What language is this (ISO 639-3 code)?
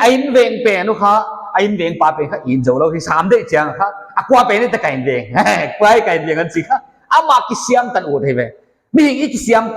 pck